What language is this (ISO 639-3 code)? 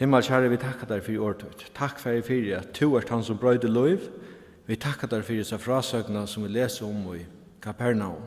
fao